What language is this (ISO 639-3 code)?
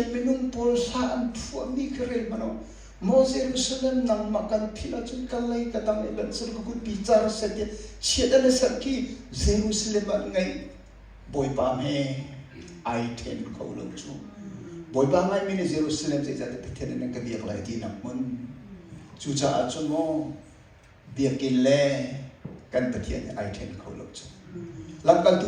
cnh